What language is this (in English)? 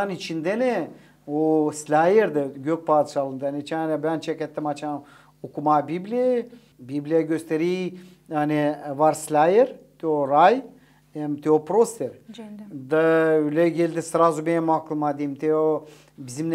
Gagauz